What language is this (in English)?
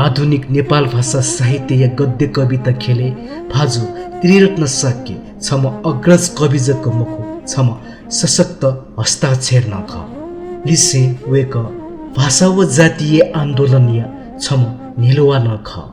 Newari